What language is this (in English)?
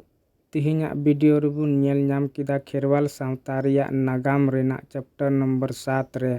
Santali